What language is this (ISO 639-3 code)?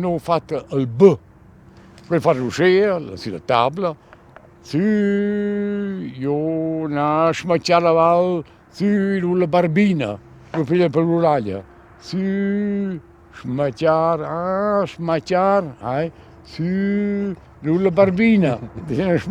roh